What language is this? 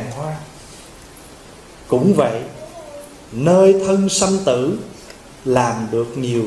Vietnamese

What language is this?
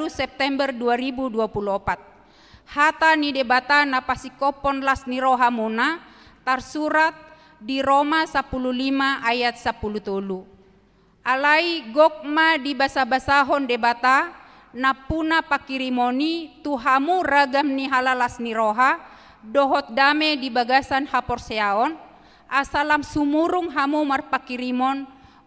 Batak Toba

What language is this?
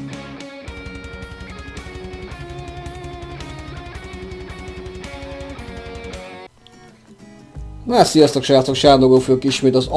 Hungarian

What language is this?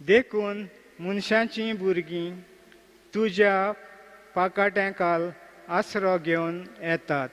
Konkani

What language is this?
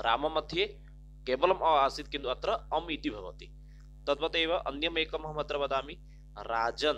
Sanskrit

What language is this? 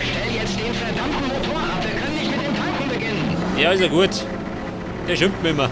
Bavarian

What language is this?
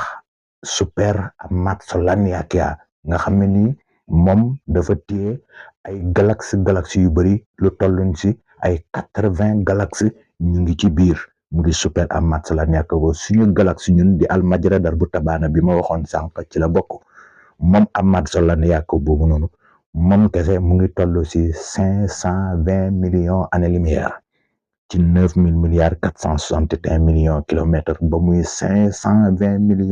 Wolof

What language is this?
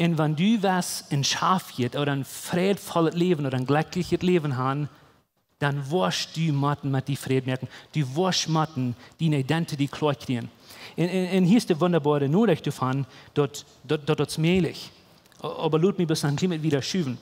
Plautdietsch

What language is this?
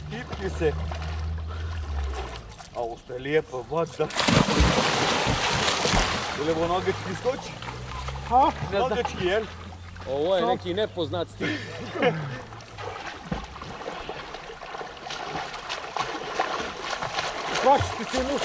Croatian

